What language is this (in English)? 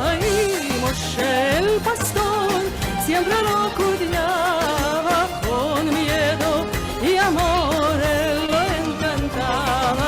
Ladino